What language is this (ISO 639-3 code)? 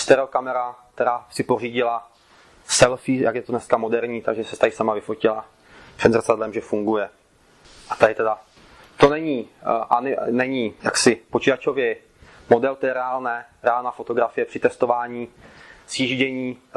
ces